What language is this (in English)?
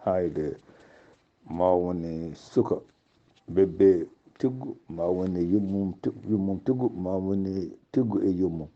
Fula